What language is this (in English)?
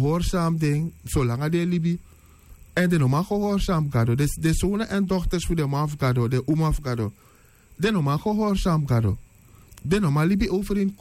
Sranan Tongo